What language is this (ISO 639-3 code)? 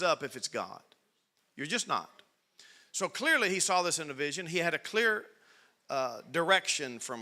eng